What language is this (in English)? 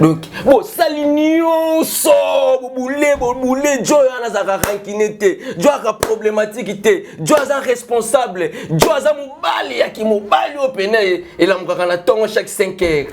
Lingala